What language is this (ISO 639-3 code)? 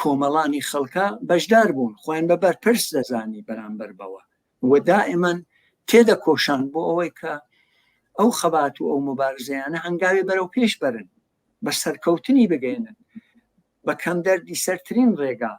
ckb